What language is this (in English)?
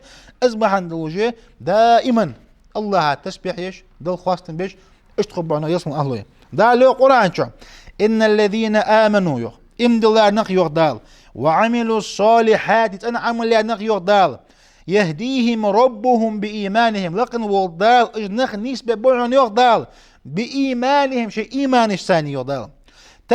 Ingush